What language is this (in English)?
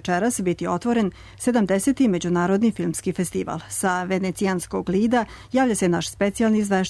Serbian